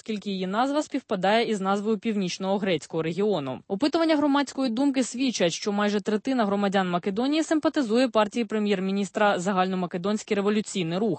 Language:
Ukrainian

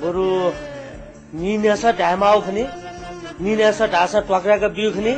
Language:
Newari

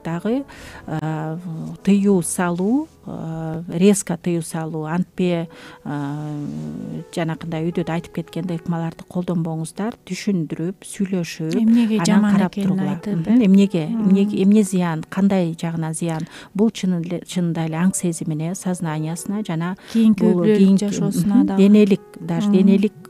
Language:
Kyrgyz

